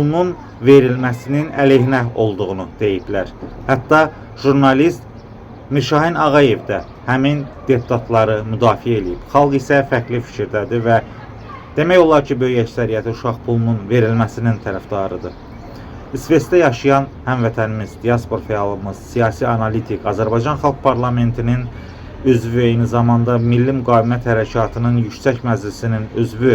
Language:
Azerbaijani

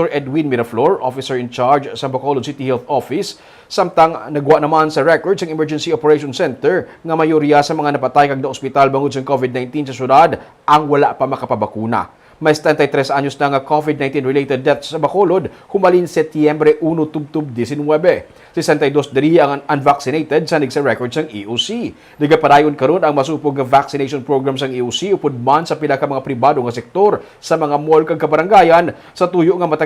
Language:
Hiligaynon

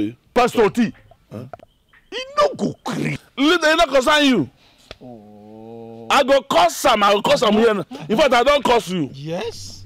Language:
Nigerian Pidgin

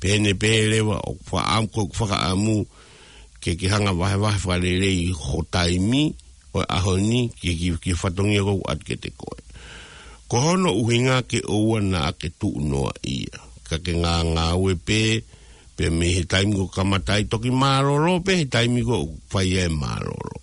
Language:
Tongan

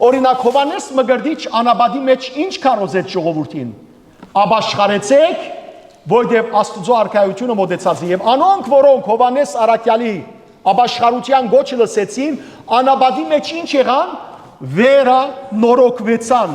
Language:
Western Armenian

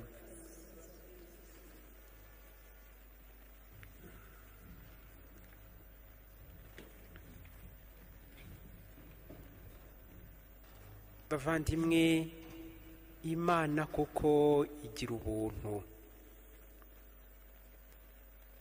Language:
Kinyarwanda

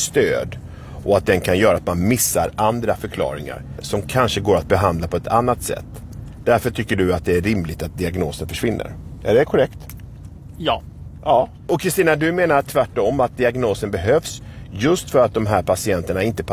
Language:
Swedish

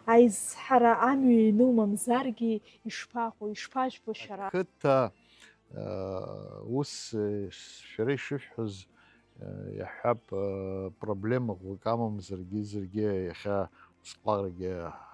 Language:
Abkhazian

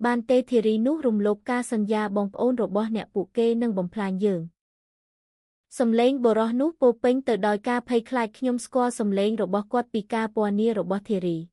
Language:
Khmer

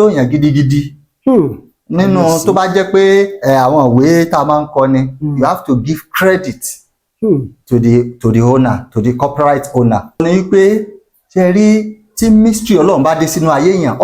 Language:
Yoruba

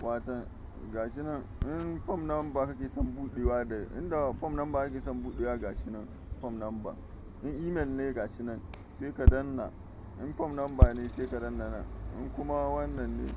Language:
Hausa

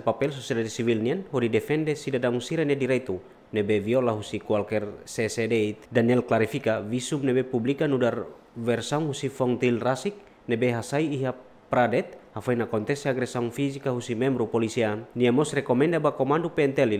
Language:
Tetum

